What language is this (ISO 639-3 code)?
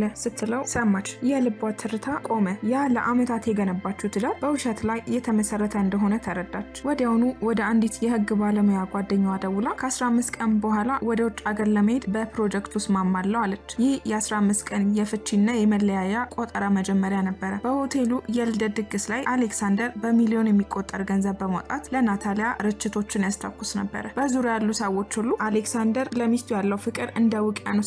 amh